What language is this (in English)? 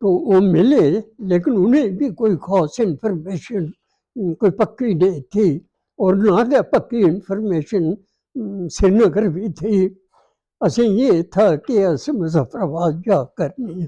Dogri